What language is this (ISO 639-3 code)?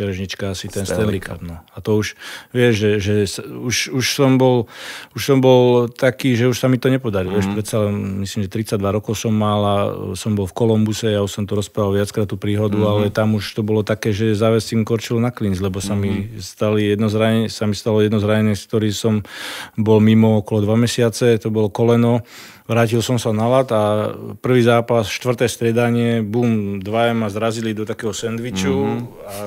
slk